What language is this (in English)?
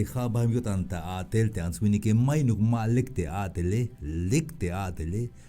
Tzeltal